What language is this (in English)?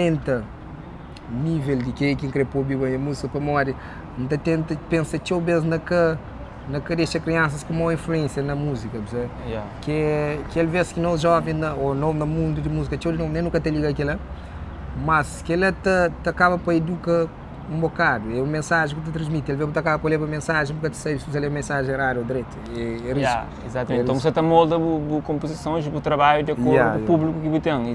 Kabuverdianu